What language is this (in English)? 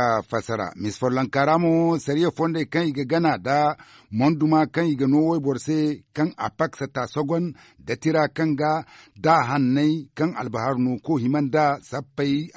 Zarma